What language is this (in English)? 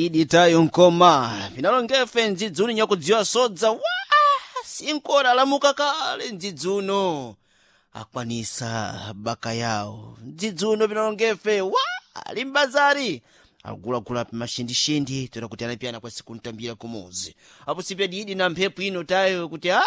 Sena